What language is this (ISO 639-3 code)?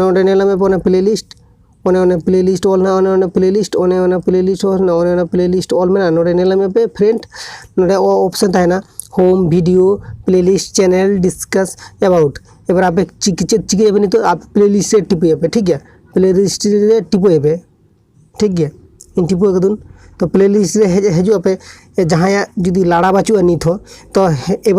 sat